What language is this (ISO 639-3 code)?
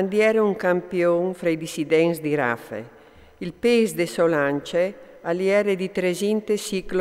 fur